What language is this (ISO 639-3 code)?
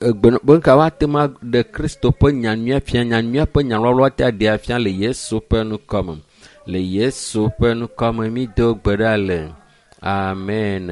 ewe